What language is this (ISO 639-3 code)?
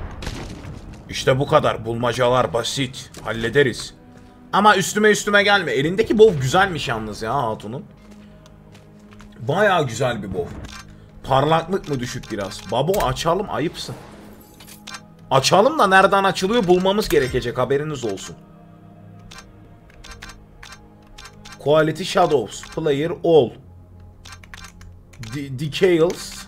tur